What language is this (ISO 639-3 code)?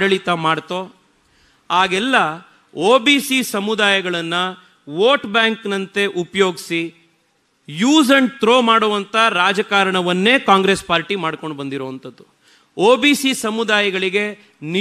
kan